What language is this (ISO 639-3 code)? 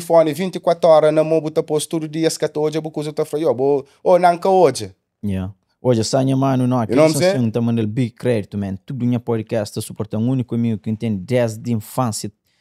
kea